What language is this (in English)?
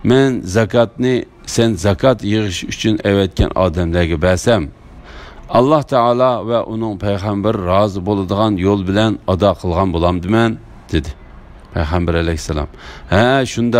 Uyghur